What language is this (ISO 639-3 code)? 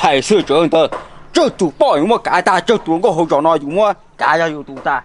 hmn